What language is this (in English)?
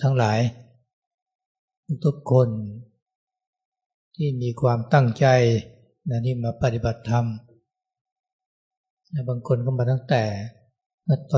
Thai